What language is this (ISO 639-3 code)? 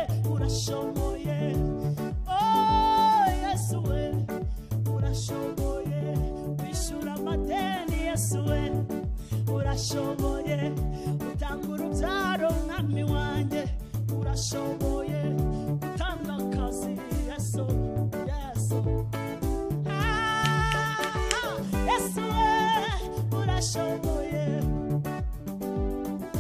kin